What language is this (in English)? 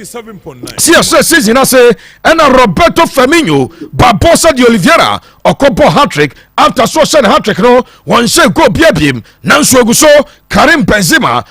Akan